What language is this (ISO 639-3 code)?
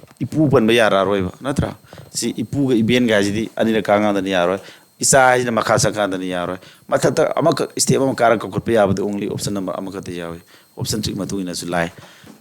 mni